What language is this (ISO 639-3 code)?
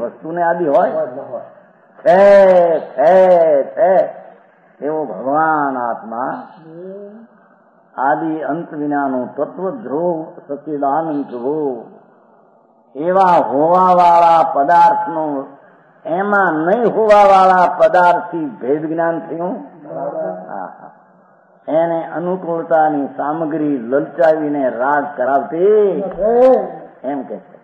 guj